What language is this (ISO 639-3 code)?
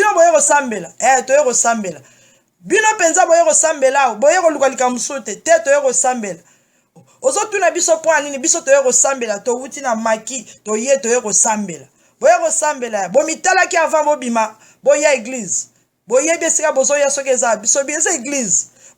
lin